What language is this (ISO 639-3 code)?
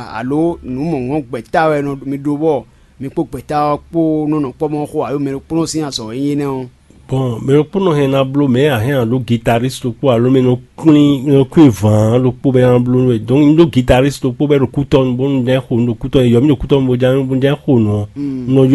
fon